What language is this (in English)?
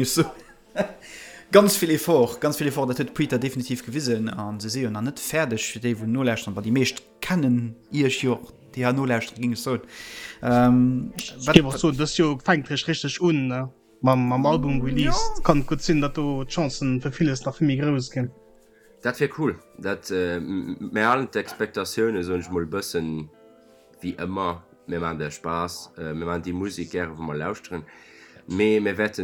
Luxembourgish